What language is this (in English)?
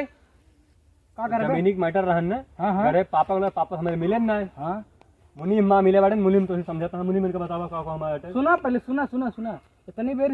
Awadhi